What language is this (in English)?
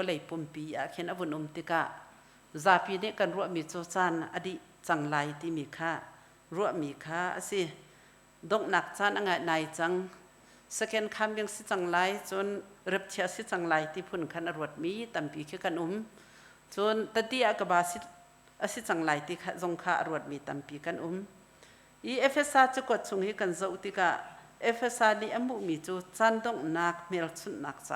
Hakha Chin